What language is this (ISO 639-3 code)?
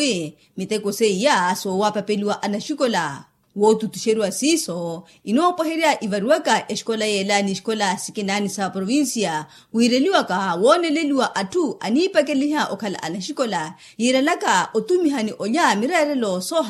vmw